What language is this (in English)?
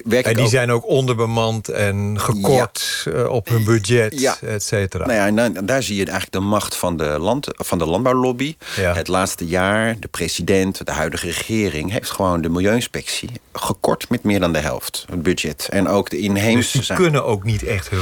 Dutch